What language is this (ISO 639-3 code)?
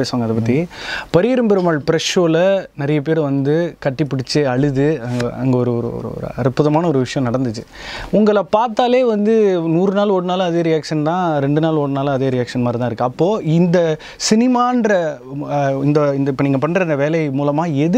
tam